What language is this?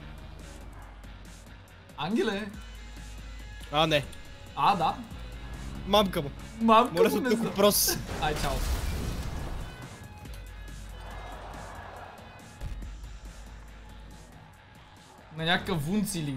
Bulgarian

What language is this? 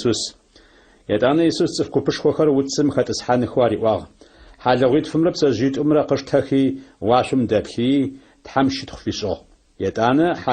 Adyghe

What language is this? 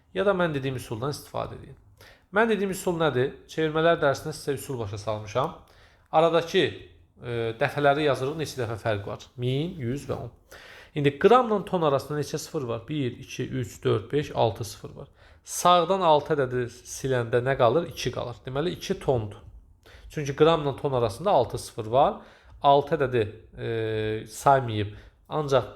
Azerbaijani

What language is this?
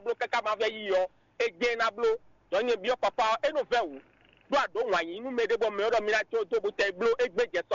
Fon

